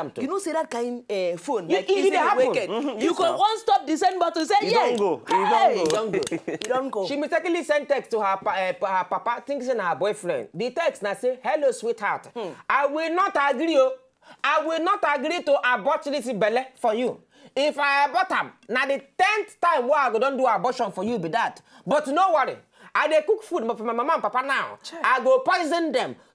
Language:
Nigerian Pidgin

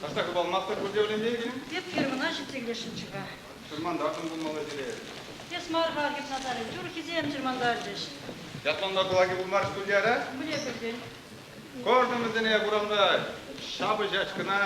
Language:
Chuvash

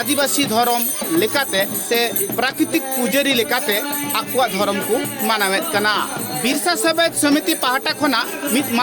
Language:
Santali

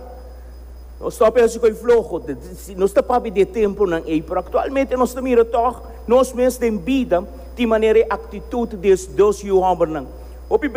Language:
Papiamento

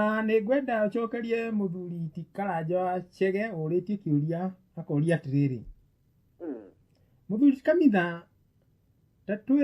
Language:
Kikuyu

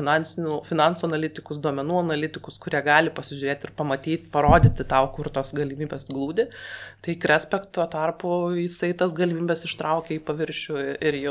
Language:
Lithuanian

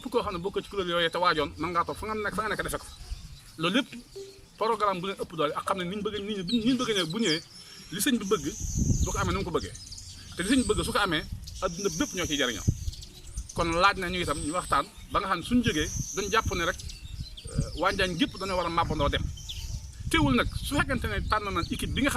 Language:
Wolof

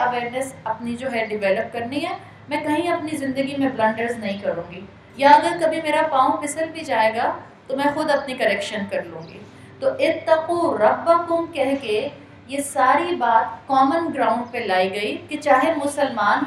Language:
Urdu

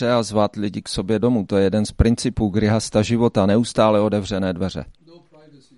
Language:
Czech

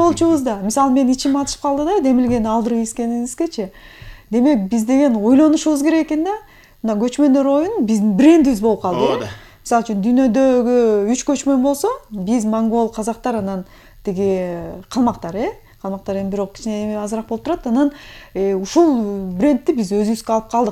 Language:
Kyrgyz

